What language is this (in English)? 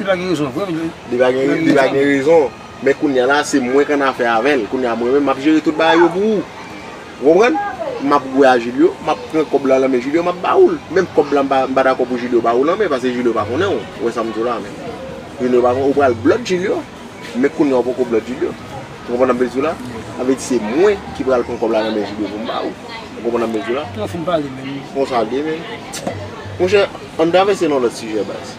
Haitian Creole